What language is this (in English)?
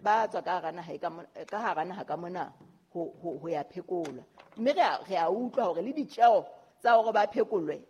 Southern Sotho